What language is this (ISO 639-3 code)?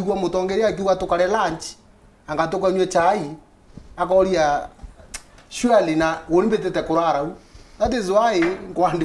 mer